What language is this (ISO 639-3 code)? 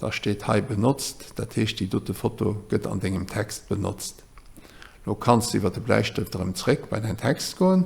ltz